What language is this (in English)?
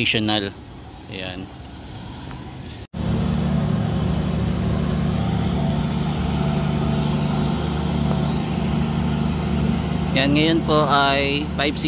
Filipino